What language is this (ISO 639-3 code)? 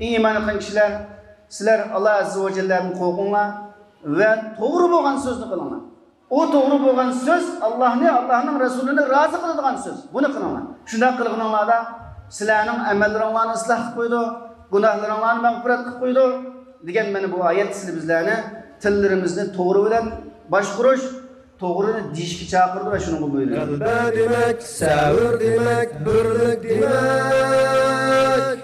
uig